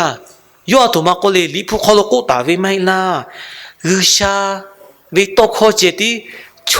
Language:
Lahu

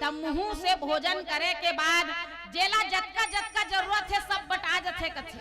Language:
Chhattisgarhi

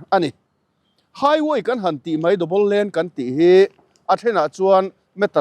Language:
Mizo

